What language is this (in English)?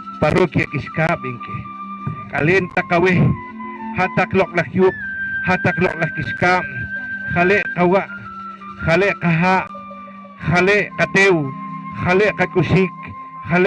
Poqomchi'